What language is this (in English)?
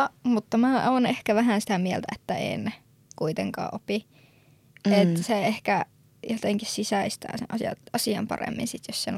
Finnish